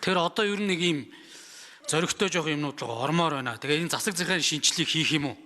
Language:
Mongolian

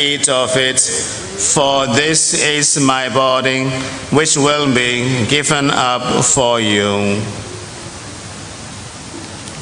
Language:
English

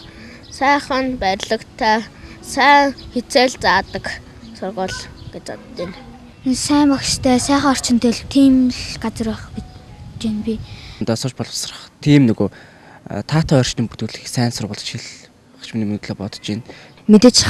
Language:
Mongolian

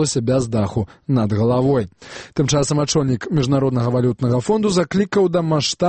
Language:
Belarusian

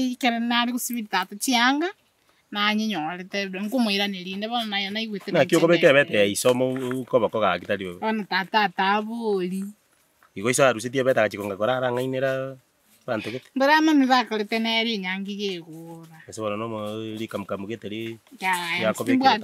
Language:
Gusii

